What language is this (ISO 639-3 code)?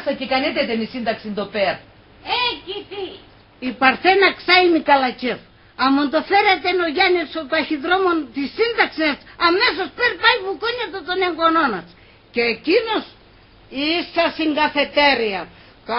pnt